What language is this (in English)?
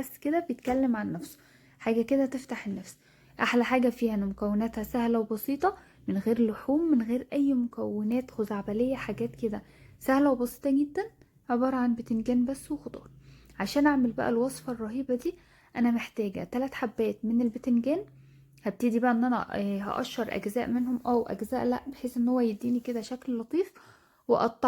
Egyptian Arabic